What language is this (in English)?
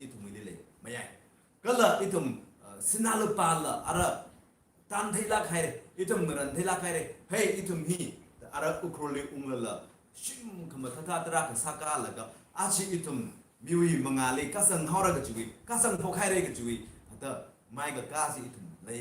Tangkhul Naga (India)